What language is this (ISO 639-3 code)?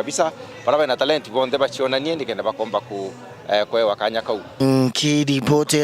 mer